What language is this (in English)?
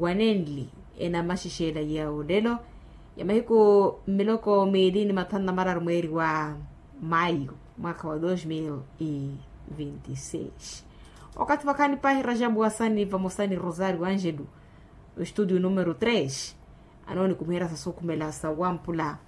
Makhuwa